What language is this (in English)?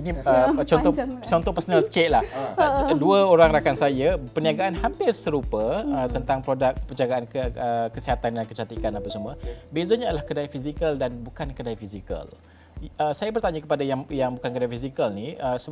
Malay